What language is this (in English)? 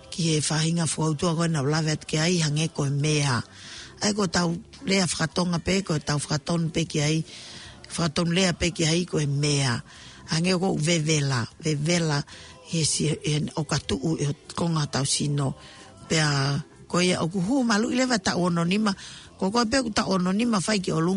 Tongan